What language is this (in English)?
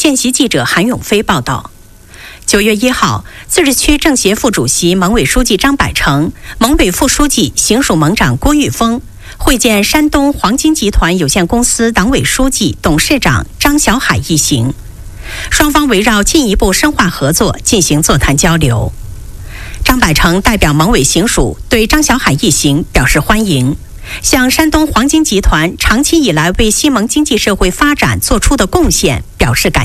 Chinese